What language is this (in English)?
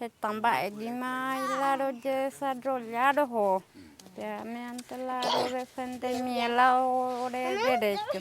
Guarani